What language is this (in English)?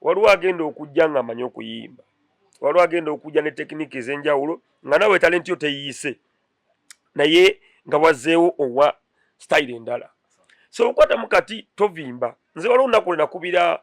Ganda